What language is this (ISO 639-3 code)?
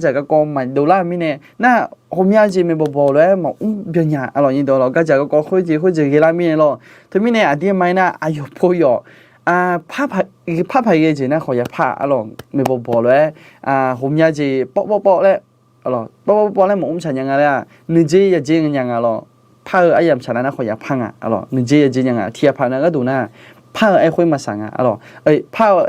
ahk